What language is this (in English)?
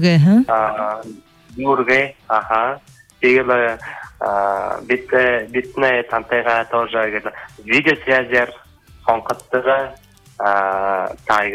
Buriat